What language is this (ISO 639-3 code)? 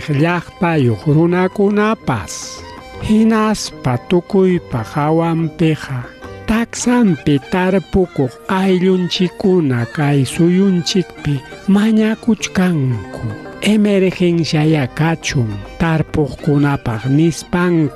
quy